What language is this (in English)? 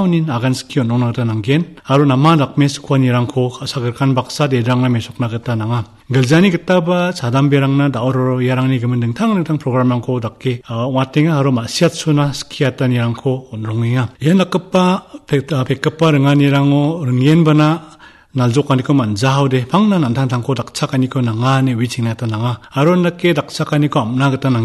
Garo